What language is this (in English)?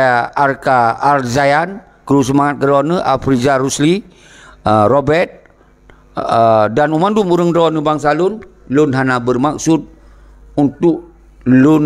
Achinese